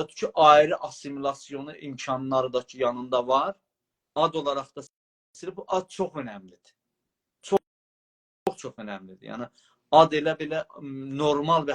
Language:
South Azerbaijani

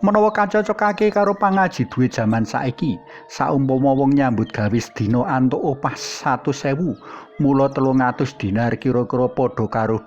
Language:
Javanese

